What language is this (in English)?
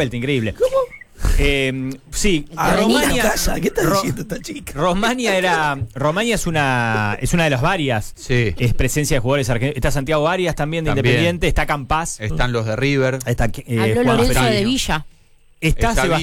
Spanish